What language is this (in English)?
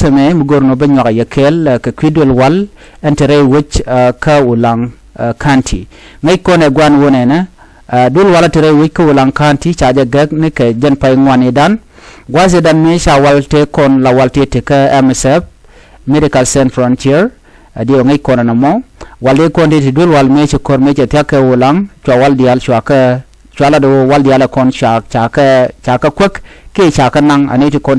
Nuer